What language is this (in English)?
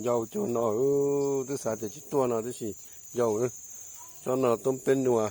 Hmong